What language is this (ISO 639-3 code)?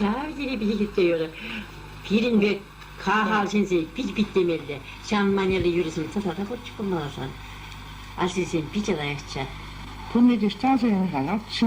chv